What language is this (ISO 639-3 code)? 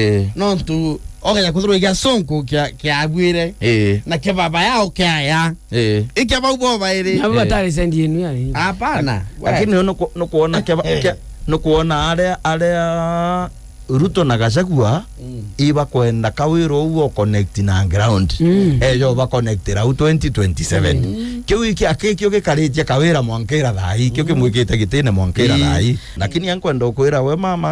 mer